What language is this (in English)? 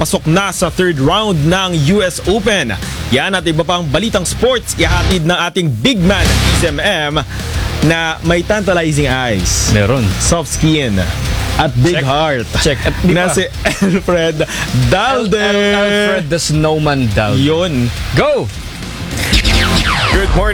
Filipino